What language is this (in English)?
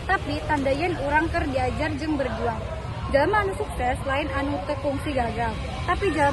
Sundanese